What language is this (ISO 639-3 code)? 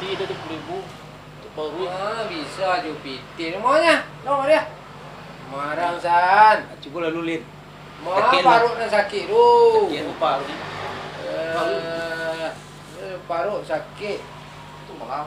min